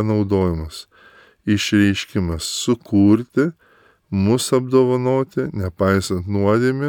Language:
Lithuanian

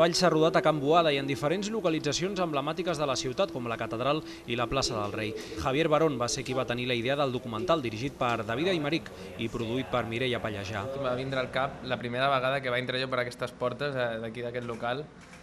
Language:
Catalan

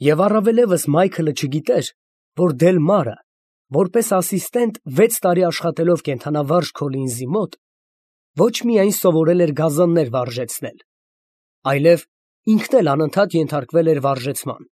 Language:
Armenian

